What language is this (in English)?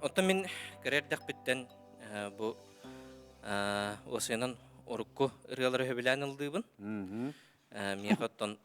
Yakut